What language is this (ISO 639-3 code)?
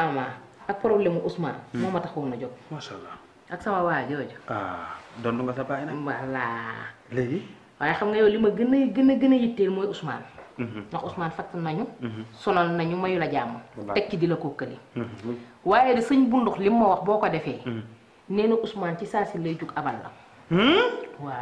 wol